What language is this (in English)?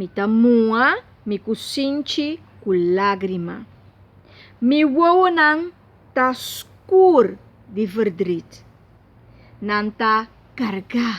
Papiamento